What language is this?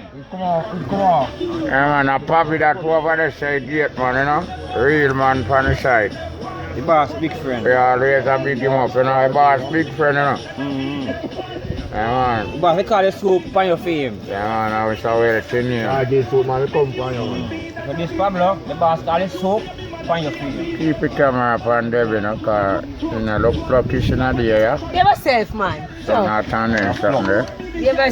Jamaican Creole English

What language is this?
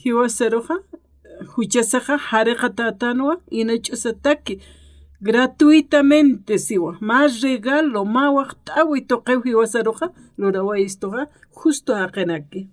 Aymara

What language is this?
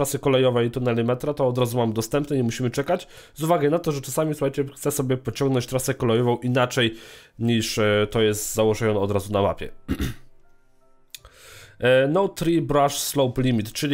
Polish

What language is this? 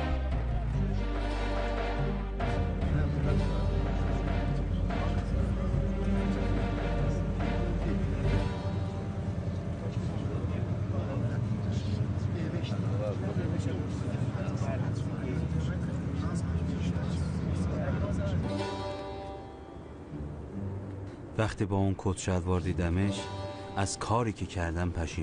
Persian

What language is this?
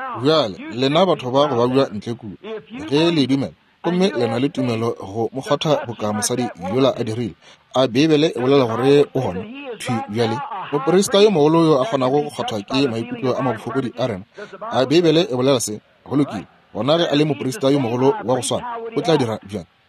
Northern Sotho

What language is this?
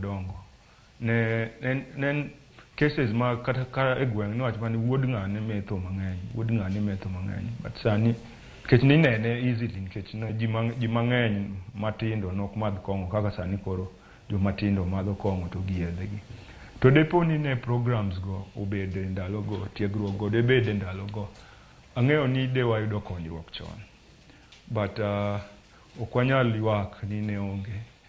Luo (Kenya and Tanzania)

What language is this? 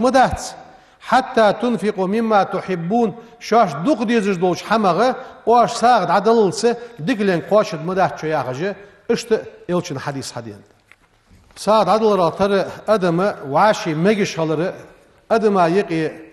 Ingush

